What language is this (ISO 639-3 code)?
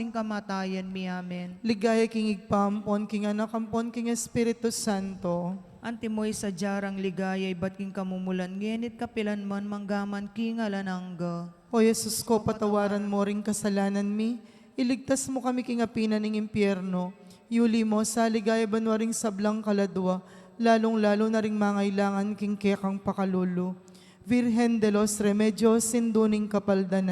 pam